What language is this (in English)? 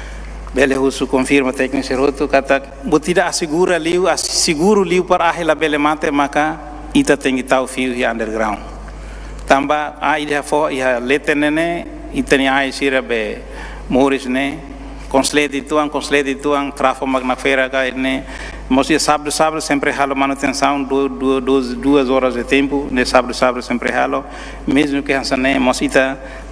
Tetum